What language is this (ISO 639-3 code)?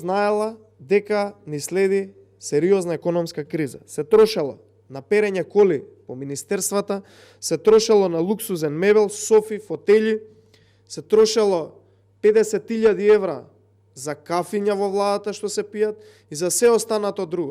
mkd